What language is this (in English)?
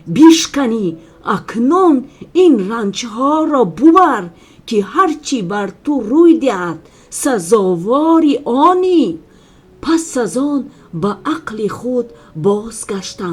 Tajik